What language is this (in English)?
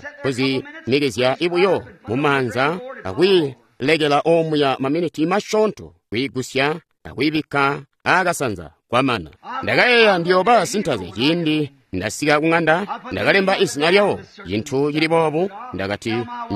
Tonga (Zambia)